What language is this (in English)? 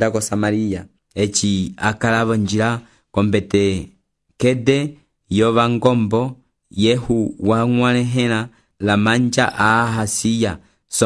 Umbundu